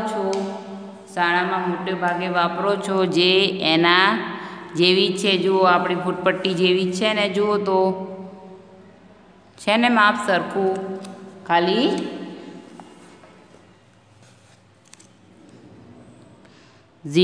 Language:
Gujarati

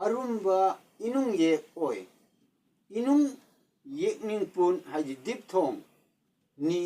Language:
Manipuri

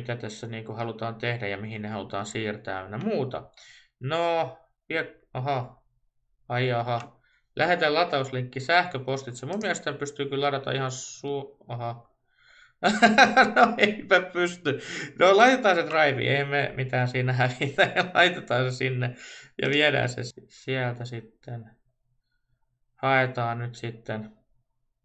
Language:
Finnish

